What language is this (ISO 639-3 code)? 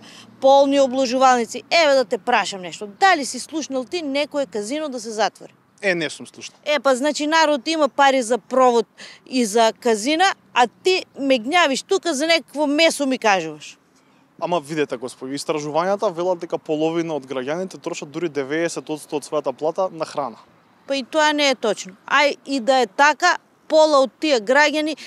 mkd